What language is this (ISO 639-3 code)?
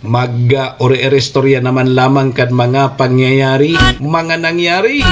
bik